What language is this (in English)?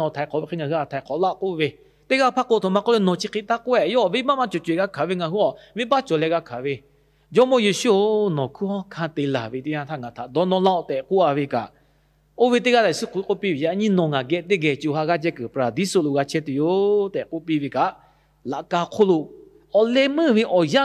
Lahu